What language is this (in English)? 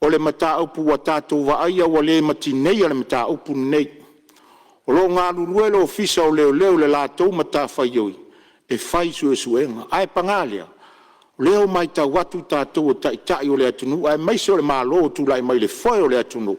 Samoan